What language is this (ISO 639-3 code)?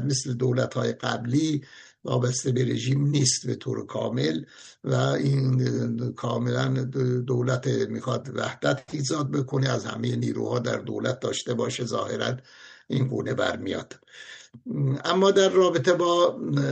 fas